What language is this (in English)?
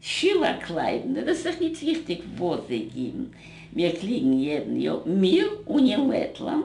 Yiddish